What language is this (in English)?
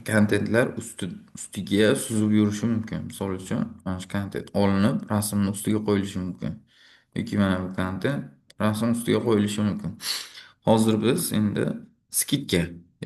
Uzbek